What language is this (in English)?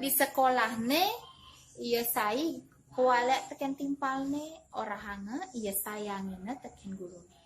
Balinese